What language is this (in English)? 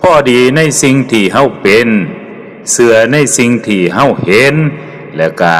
Lao